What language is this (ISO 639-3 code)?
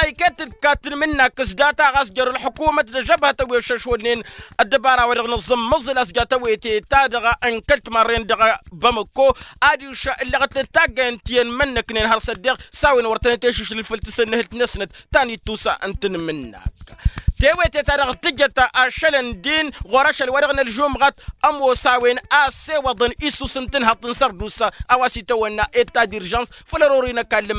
taq